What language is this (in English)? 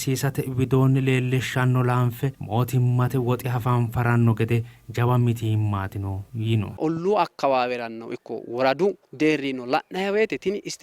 Sidamo